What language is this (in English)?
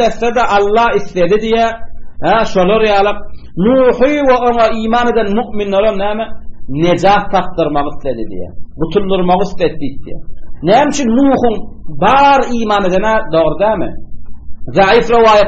Turkmen